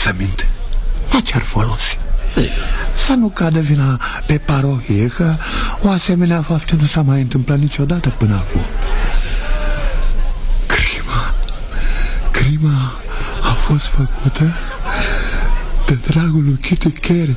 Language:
Romanian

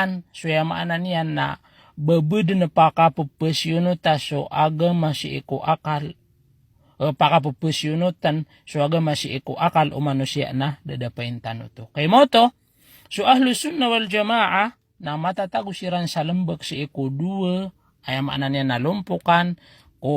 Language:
Maranao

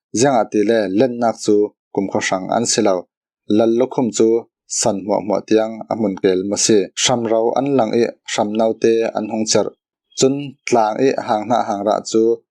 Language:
Falam Chin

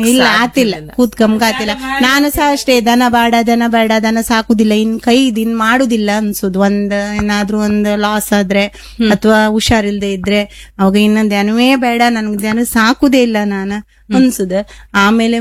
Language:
Kannada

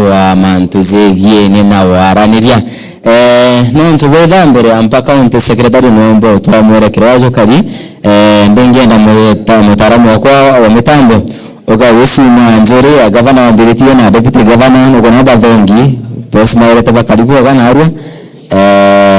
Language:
Meru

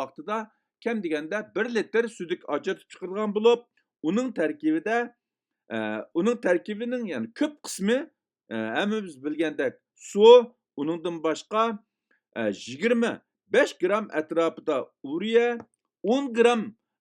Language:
Uyghur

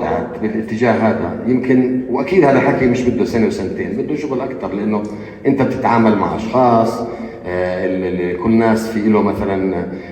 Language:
North Levantine Arabic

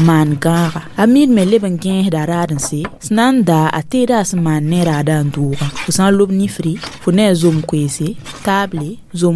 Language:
Mossi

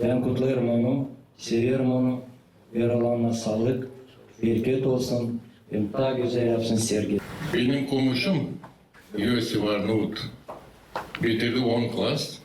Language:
Gagauz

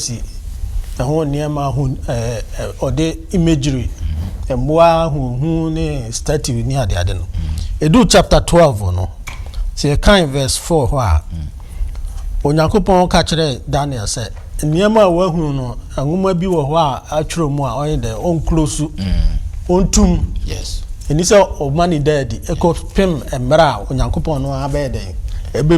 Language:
Akan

